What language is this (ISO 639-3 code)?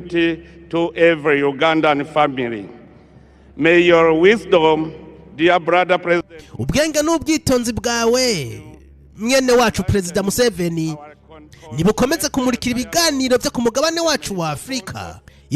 run